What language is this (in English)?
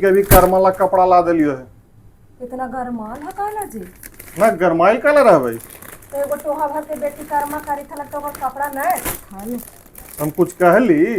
Magahi